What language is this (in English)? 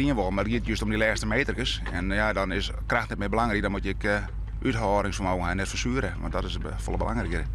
Western Frisian